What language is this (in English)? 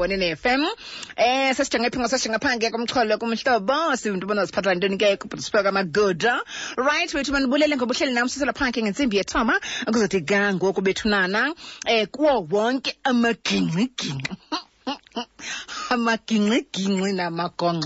Xhosa